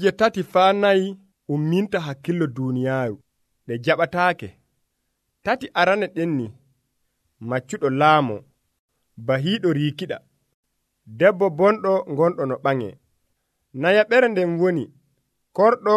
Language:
Nigerian Fulfulde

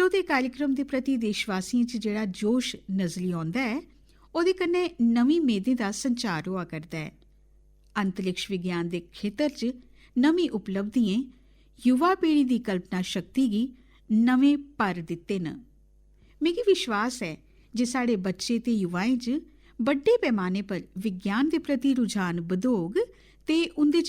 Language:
Dogri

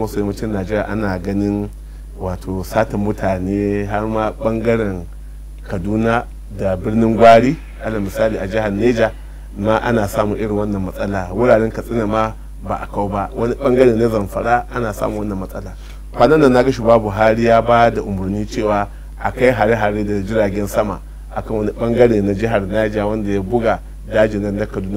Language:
Hausa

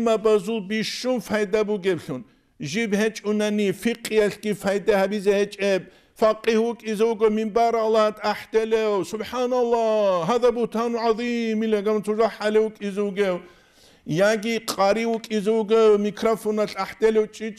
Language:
Avaric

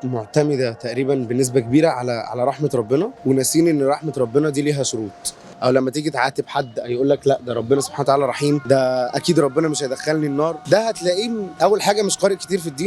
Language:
Egyptian Arabic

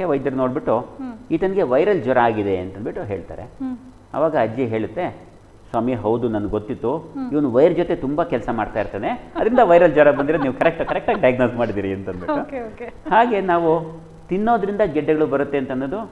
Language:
Kannada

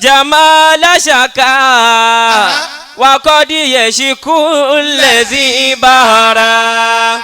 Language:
Yoruba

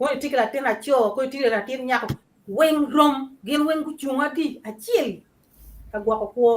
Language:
Acoli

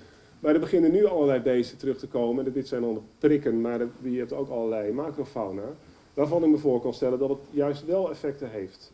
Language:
Dutch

